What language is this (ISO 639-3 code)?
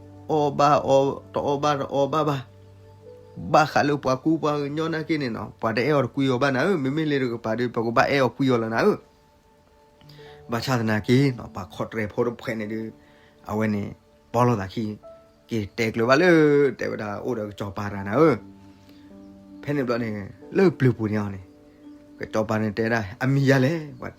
ksw